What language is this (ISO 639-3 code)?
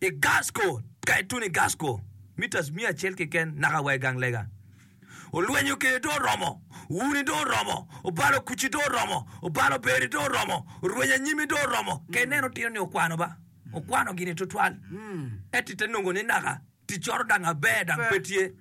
ach